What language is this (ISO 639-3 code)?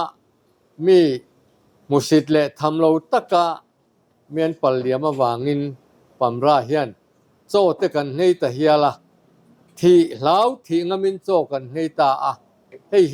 lus